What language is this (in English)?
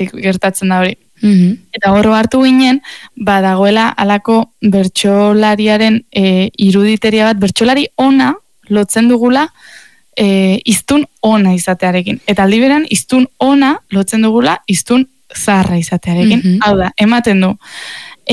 Basque